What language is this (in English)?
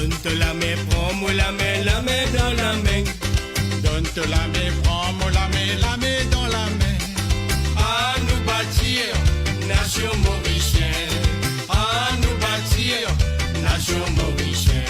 Morisyen